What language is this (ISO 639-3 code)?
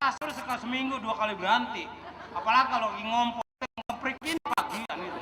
bew